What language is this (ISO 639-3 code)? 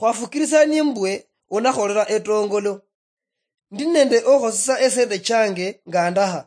luy